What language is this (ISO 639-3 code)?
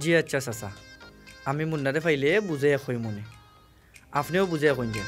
syl